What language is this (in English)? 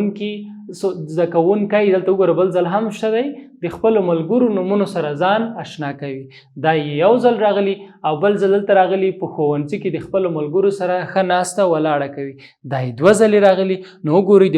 Pashto